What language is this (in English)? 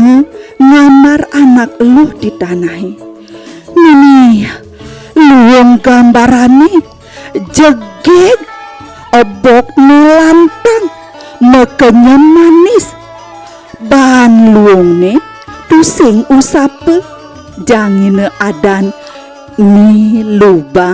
Balinese